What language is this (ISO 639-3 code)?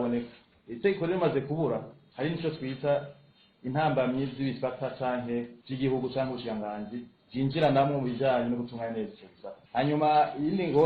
run